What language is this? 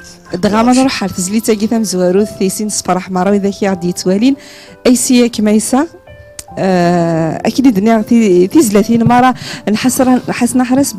Kabyle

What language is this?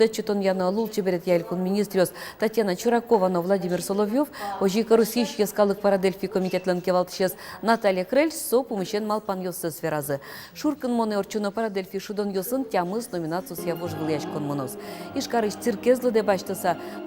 Udmurt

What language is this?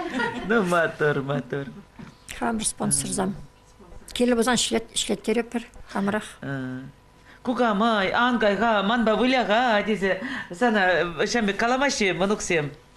Chuvash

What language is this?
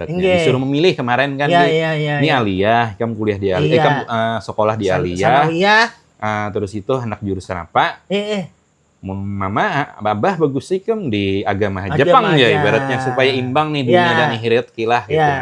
Banjar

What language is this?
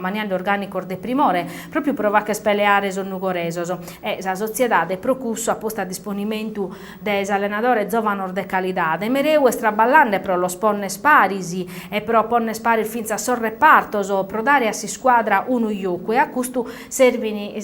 Sardinian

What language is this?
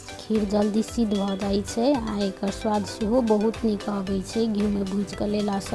Maithili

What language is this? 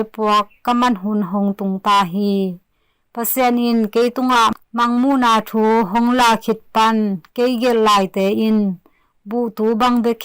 Tedim Chin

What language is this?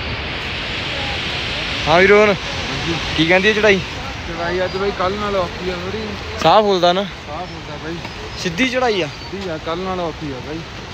Punjabi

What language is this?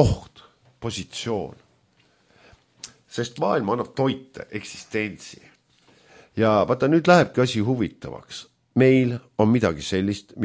Estonian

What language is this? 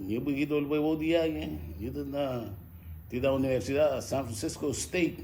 Garifuna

